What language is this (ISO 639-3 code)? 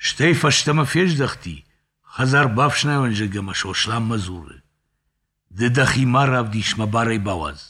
oss